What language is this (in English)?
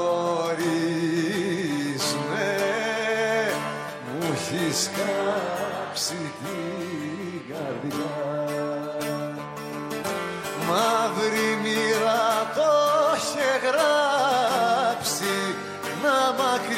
Greek